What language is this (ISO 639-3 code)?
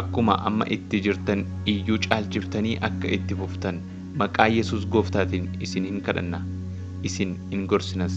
orm